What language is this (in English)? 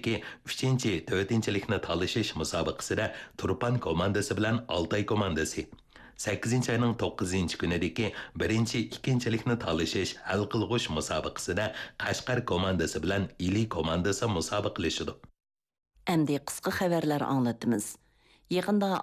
Uyghur